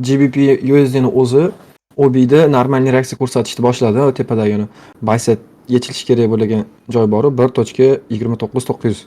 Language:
Uzbek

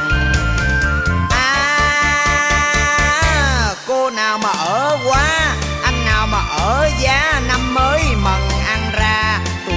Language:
Vietnamese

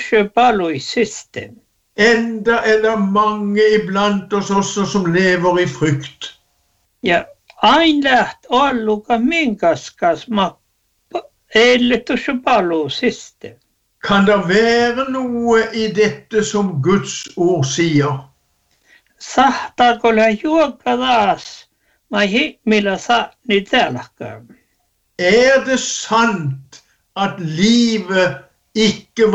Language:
Norwegian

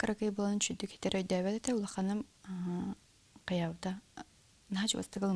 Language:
Yakut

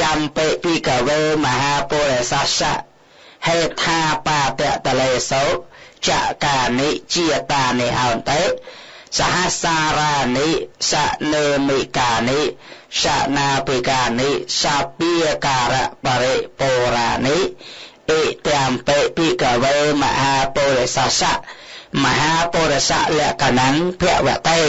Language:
Khmer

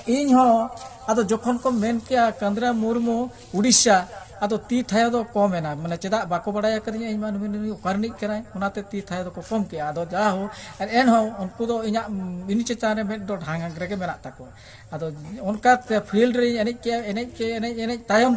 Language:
Santali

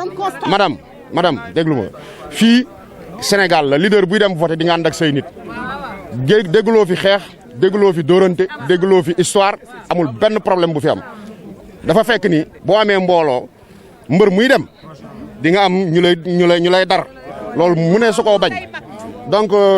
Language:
Wolof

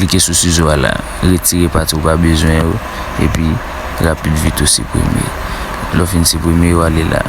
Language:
Haitian Creole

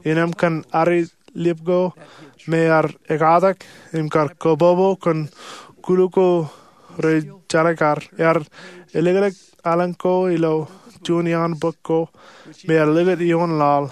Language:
Marshallese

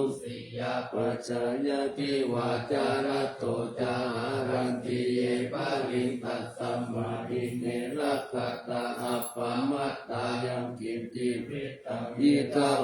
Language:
Pali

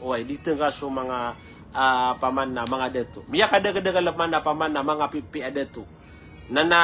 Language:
Maranao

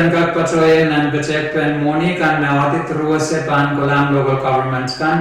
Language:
Pohnpeian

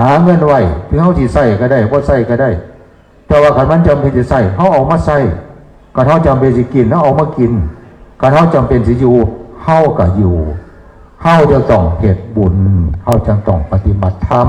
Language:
Northeastern Thai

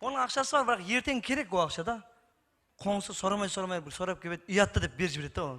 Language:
Kara-Kalpak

